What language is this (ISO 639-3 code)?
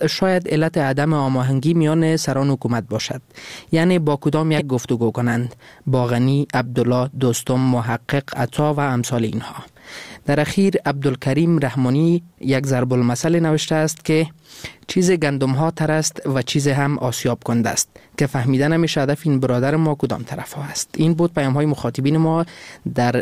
fas